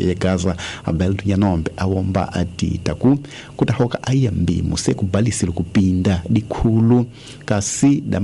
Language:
Tsonga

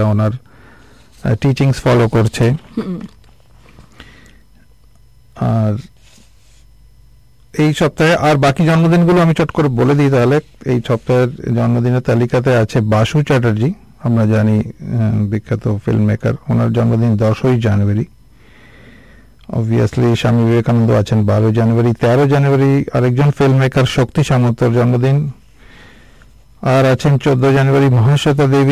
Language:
Bangla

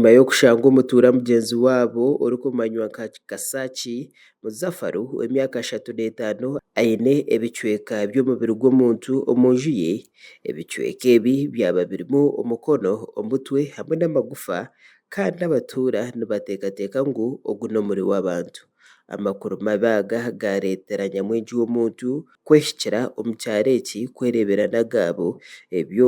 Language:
Nyankole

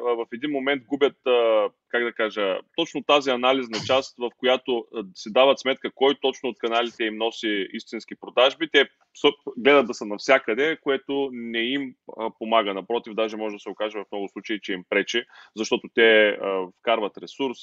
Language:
Bulgarian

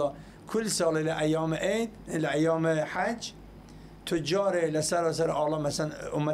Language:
Southern Kurdish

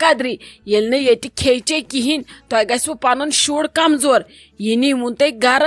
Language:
Kashmiri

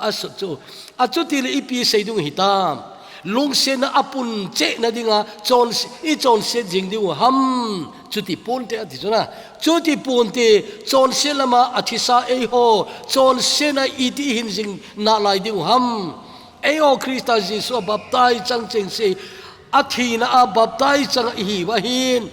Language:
Thado Chin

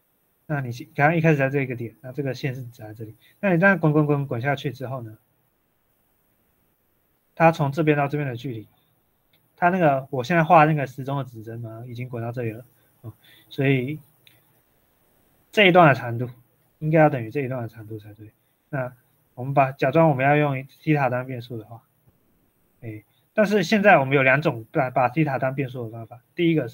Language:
Chinese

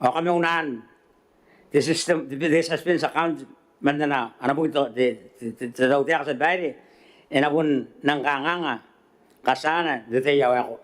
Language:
Gilbertese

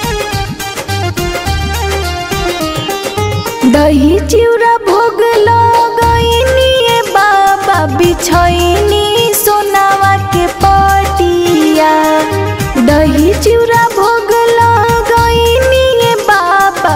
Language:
Bhojpuri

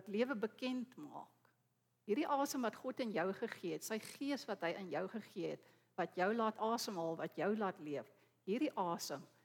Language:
Afrikaans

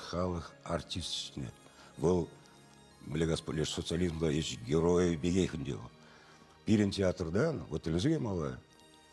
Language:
Chuvash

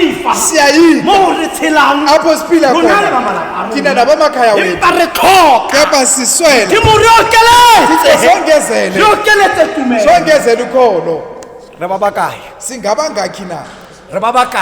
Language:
Tswana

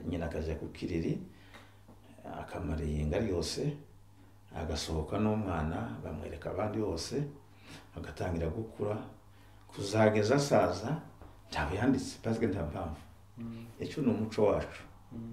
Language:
Kinyarwanda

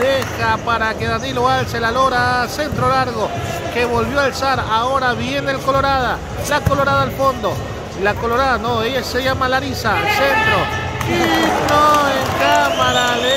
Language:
Spanish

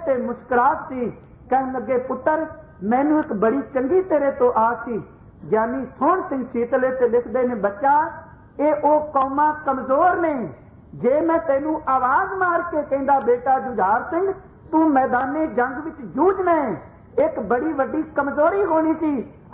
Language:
Punjabi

